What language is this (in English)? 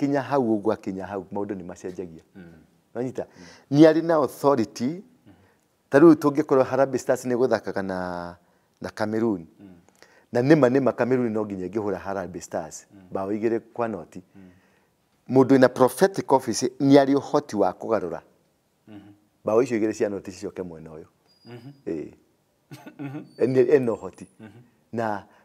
Kikuyu